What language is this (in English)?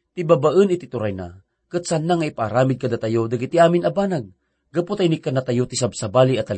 Iloko